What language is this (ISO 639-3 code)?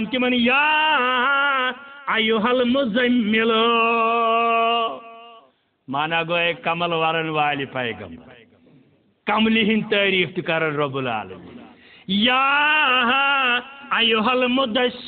kas